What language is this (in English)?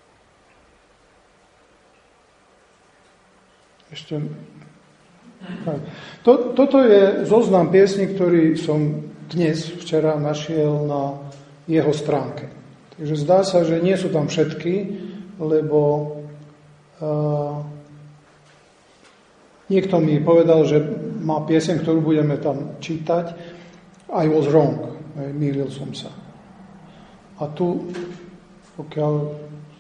Slovak